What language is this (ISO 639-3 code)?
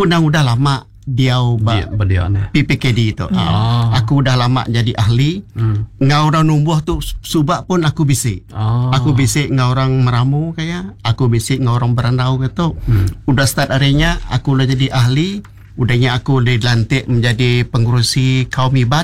iba